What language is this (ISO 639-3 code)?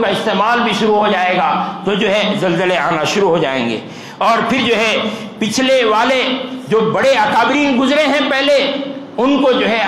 urd